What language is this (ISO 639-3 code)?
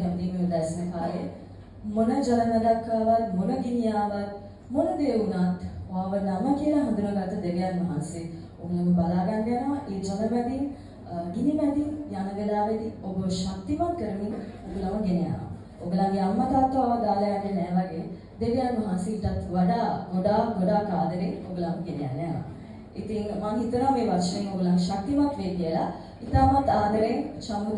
sin